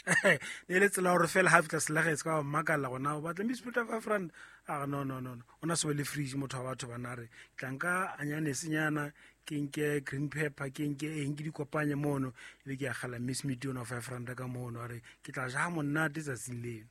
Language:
Southern Sotho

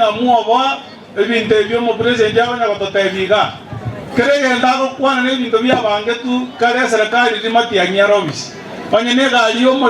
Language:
Gusii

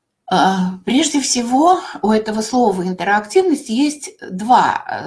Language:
Russian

